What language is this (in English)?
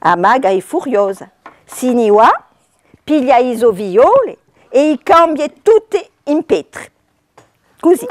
Corsican